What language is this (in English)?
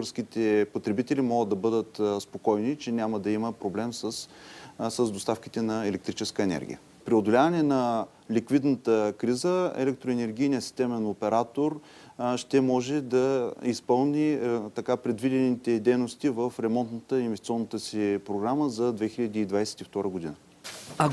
Bulgarian